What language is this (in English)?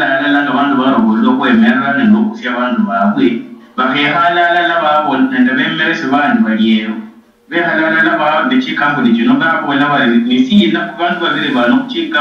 Luyia